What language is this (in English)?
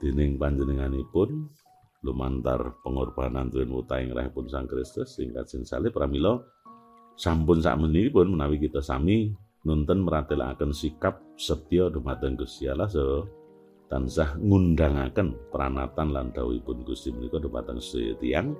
Javanese